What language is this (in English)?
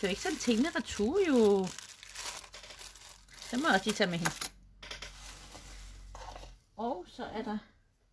Danish